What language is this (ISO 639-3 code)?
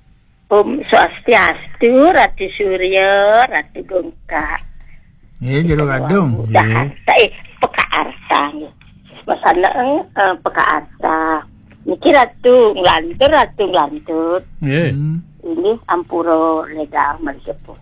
ban